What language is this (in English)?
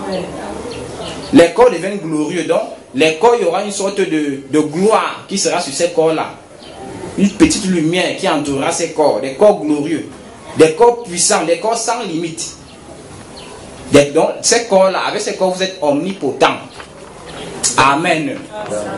French